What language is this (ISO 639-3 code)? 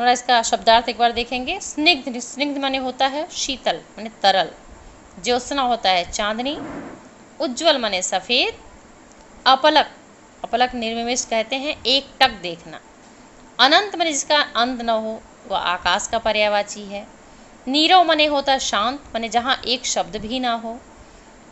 hin